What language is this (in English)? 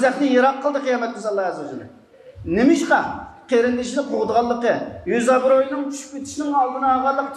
Uyghur